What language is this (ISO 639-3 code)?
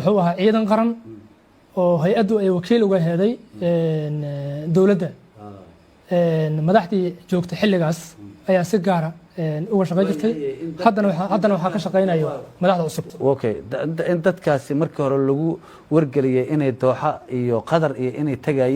som